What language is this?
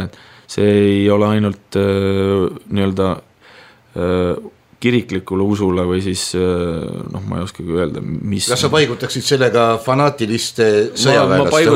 Estonian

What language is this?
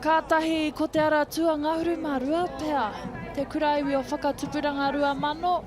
Māori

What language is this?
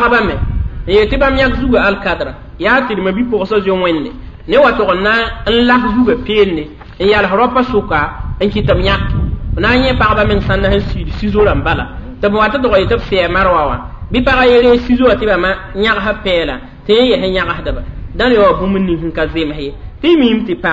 Mossi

